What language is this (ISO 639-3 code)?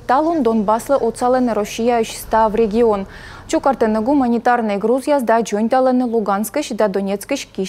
kom